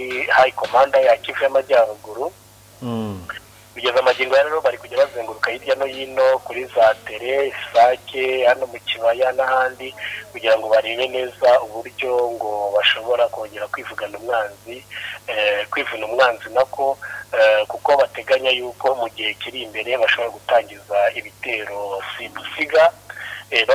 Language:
Kinyarwanda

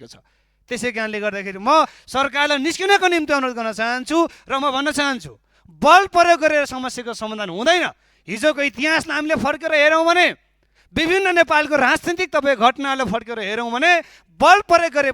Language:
Nepali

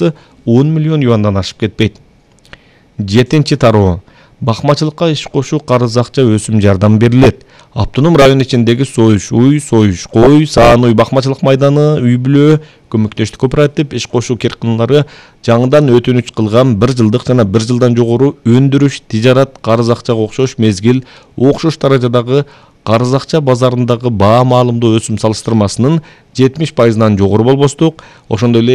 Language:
Kyrgyz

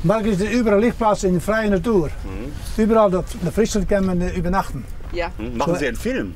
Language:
Western Frisian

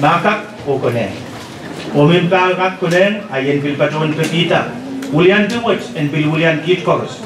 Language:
Pohnpeian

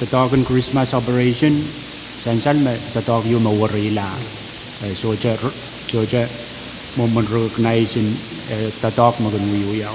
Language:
Pohnpeian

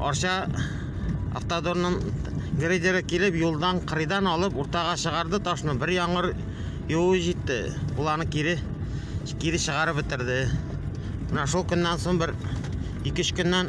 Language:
Tatar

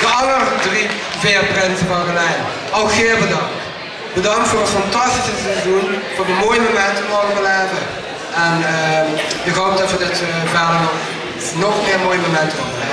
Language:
Limburgish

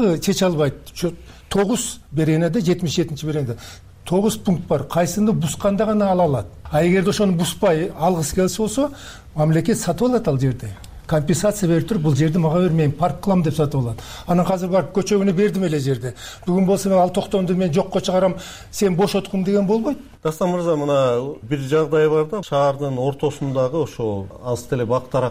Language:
Kyrgyz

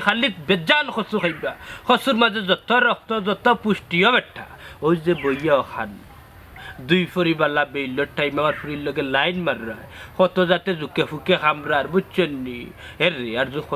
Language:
Sylheti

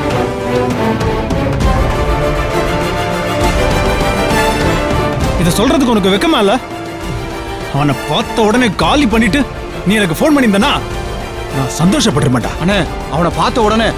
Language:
Tamil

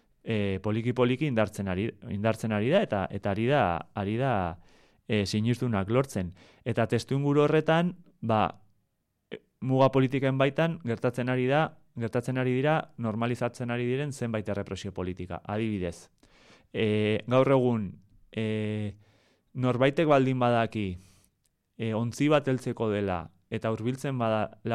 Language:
Basque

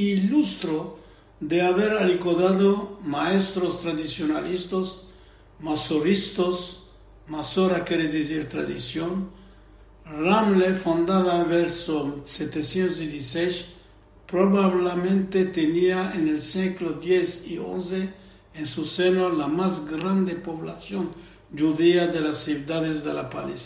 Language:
Ladino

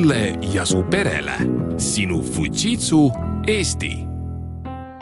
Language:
Estonian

